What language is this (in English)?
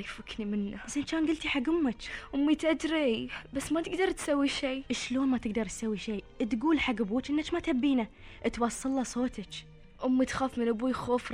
Gulf Arabic